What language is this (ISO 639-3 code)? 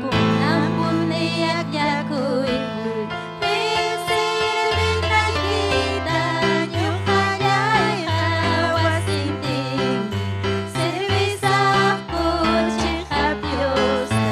quy